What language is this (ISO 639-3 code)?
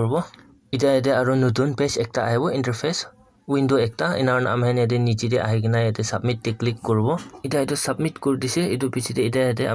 nag